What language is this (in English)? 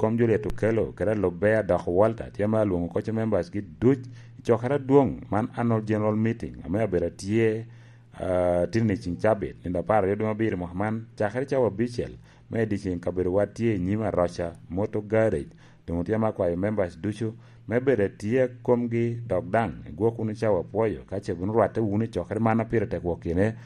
Lango (Uganda)